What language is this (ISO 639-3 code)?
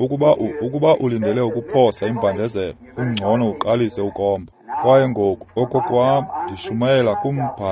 xho